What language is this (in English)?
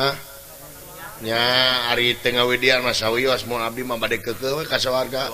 Sundanese